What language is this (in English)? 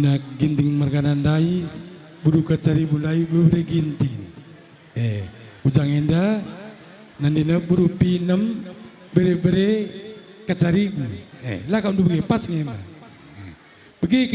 Batak Karo